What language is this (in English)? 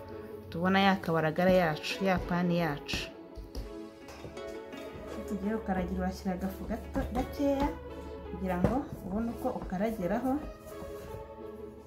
Kinyarwanda